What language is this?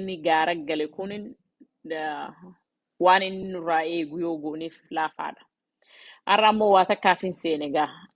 Oromo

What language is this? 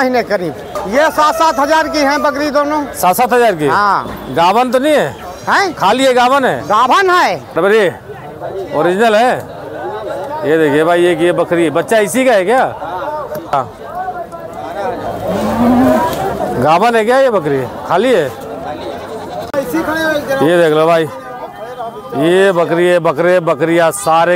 Hindi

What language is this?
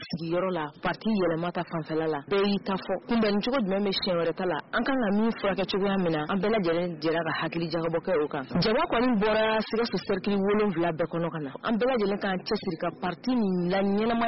Bambara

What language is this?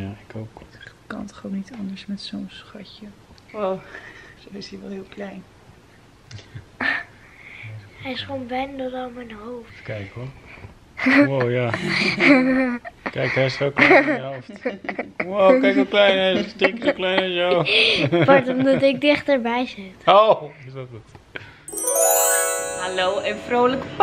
Dutch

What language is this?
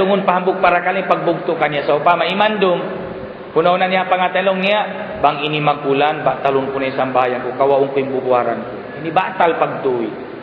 Tausug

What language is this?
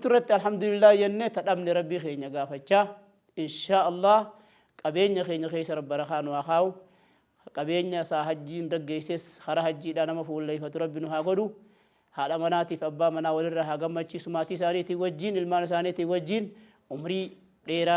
Oromo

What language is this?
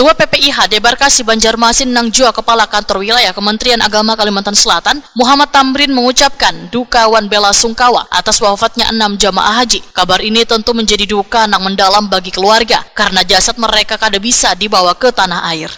Banjar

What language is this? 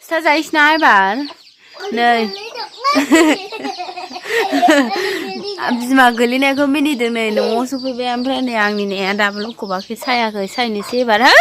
Bodo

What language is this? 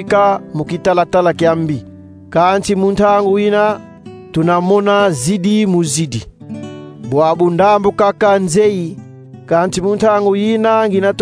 Kongo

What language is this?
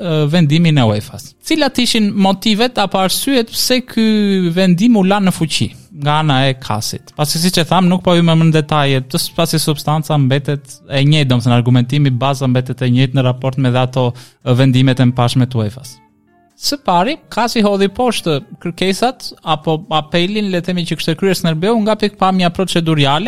Albanian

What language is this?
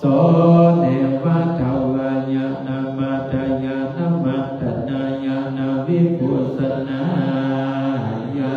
Pali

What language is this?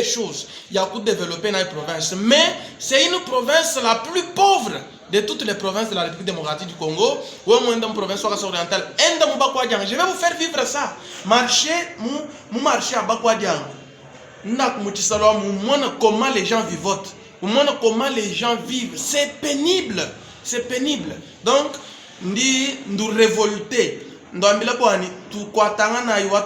Luba-Lulua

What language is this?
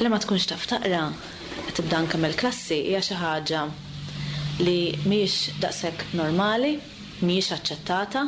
Maltese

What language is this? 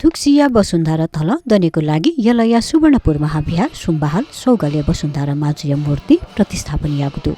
Newari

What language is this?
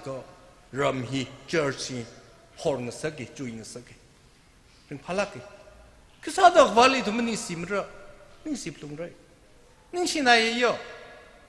Tangkhul Naga (India)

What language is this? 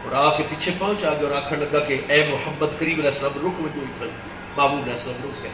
Saraiki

